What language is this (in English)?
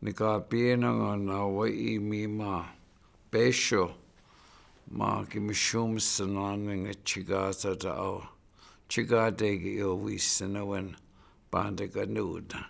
Chippewa